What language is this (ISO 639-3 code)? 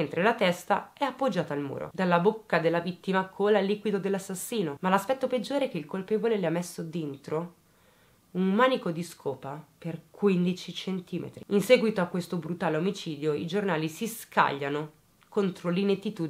ita